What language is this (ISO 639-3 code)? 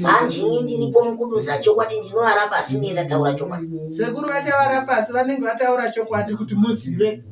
sna